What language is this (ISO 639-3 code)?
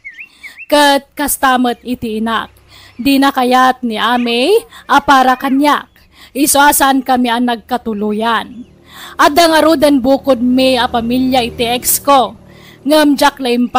ilo